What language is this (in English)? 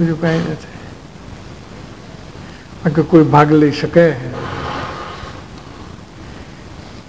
Gujarati